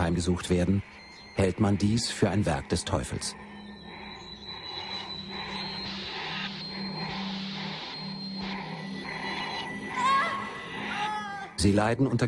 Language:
German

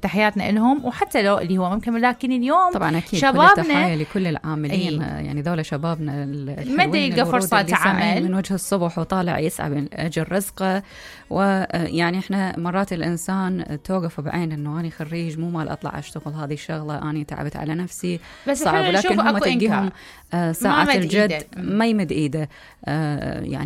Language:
Mesopotamian Arabic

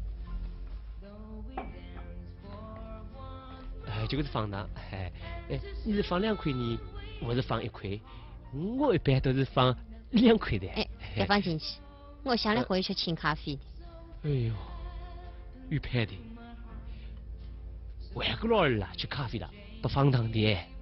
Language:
Wu Chinese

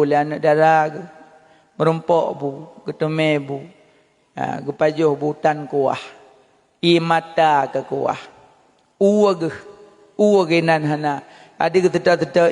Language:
Achinese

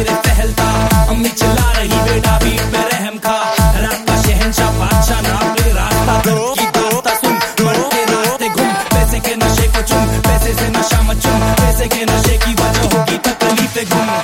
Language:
Tamil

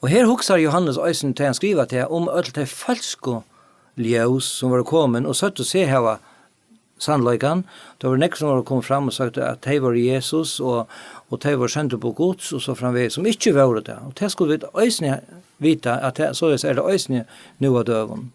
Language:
Faroese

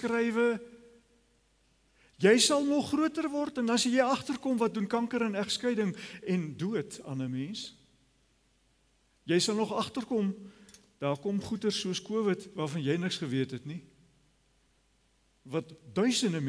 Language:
Afrikaans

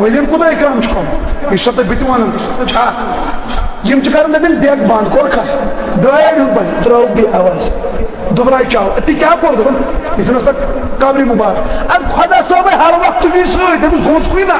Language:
Kashmiri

